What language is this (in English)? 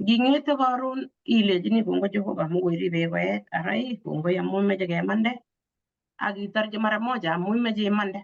Kalenjin